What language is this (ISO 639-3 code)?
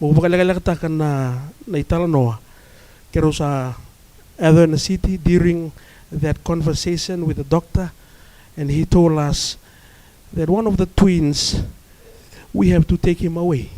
fij